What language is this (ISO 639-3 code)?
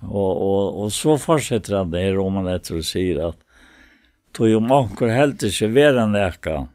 fao